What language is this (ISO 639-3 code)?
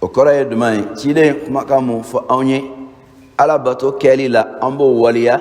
bam